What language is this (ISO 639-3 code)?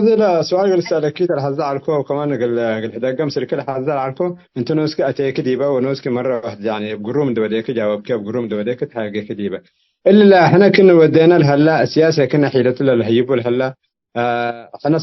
tig